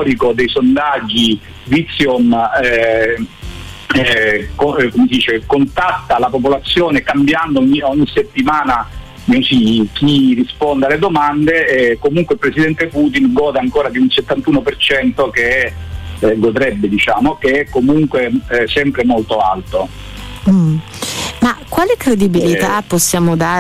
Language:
Italian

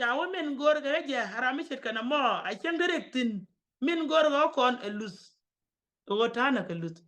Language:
Nuer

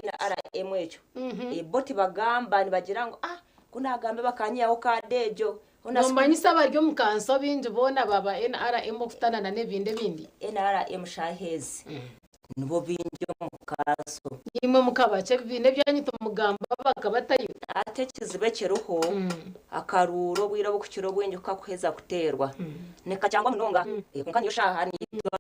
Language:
Nyankole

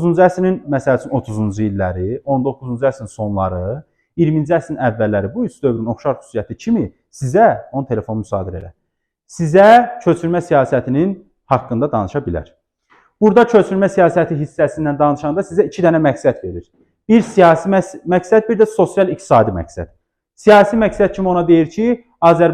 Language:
Azerbaijani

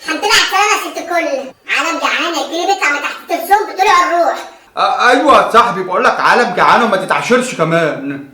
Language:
Egyptian Arabic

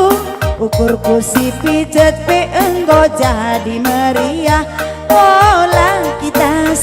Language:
Batak Karo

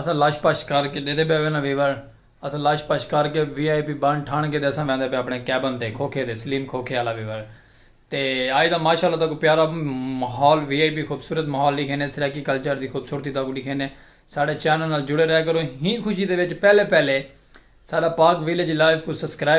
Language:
Saraiki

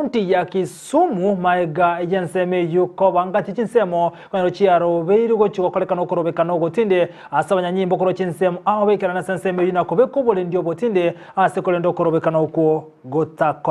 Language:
Gusii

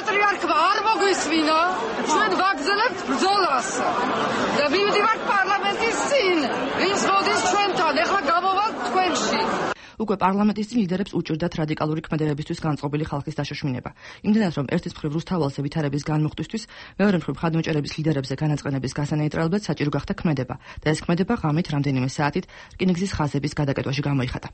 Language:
Georgian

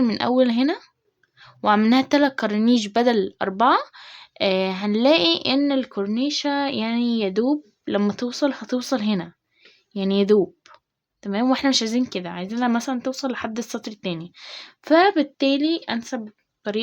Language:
Egyptian Arabic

